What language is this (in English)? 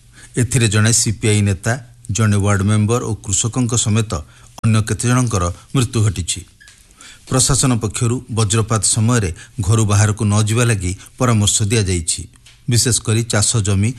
Odia